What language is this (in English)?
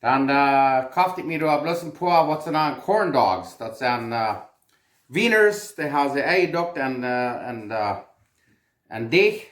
Plautdietsch